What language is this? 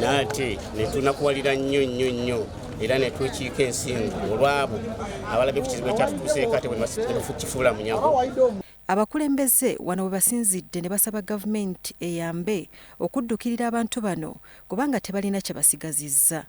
Ganda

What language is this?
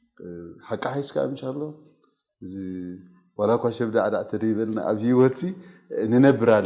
Tigrinya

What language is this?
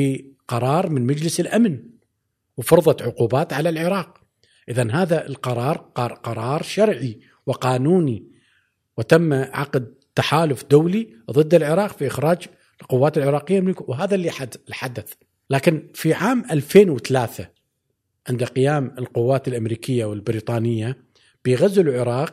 Gulf Arabic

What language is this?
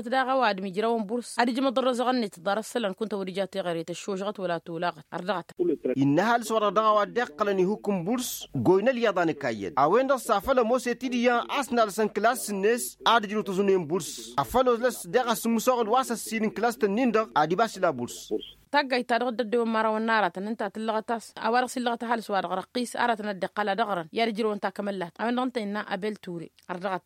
Tamasheq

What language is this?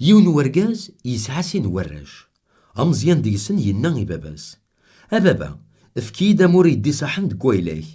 Kabyle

